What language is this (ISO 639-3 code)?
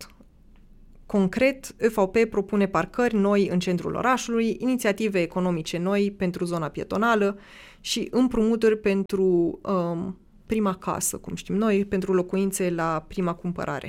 ron